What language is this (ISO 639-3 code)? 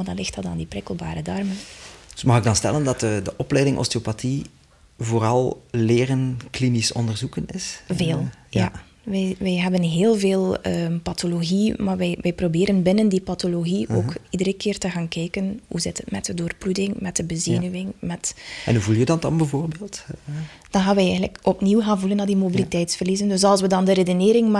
nld